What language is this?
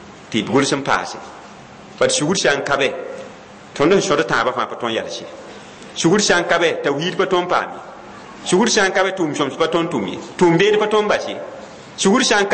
Mossi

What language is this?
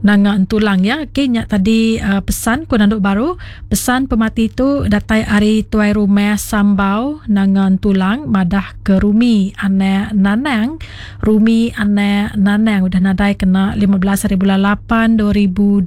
Iban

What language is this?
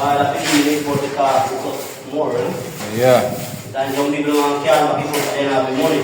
Jamaican Creole English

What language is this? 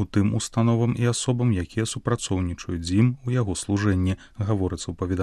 Belarusian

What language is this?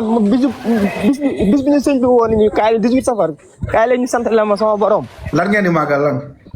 Wolof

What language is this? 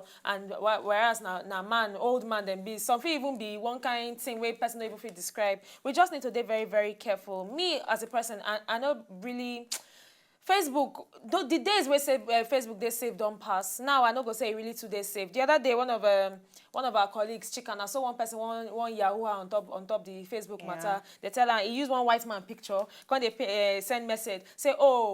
Nigerian Pidgin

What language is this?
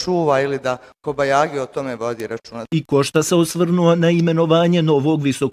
Bosnian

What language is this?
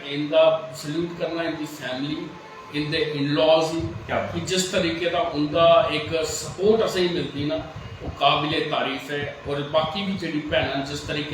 Dogri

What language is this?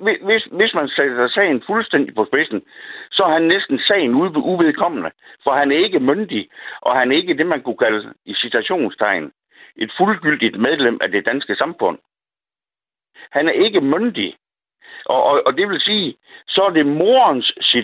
Danish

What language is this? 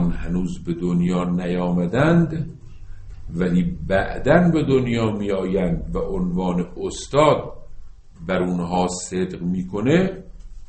Persian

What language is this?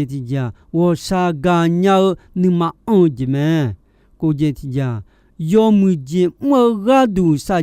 Akha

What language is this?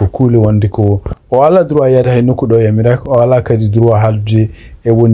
Fula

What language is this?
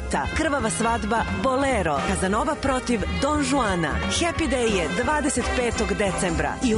Serbian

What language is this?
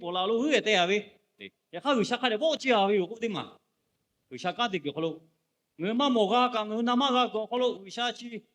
Lahu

